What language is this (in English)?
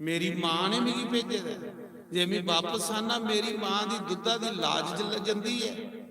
Dogri